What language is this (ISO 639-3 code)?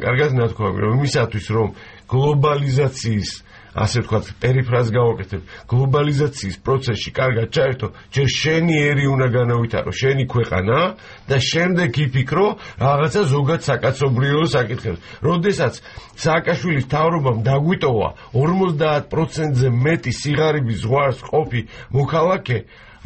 kat